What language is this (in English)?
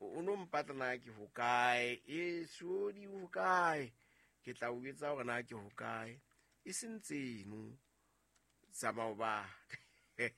Southern Sotho